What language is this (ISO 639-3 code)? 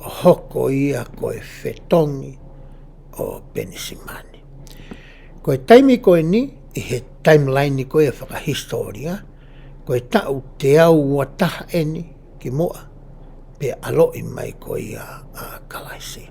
ton